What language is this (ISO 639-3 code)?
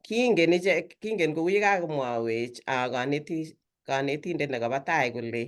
kln